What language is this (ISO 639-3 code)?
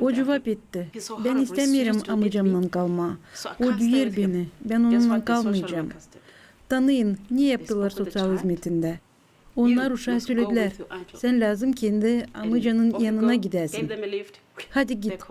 gag